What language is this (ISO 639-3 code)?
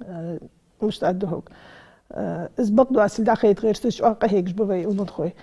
inh